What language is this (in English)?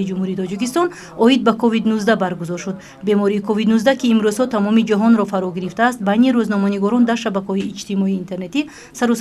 Tajik